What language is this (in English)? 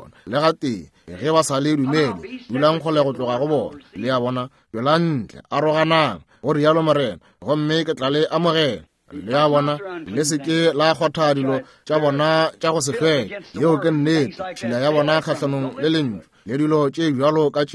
Northern Sotho